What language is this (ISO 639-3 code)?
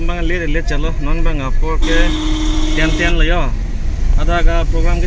mjw